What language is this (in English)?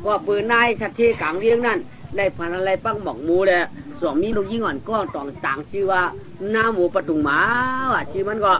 Shan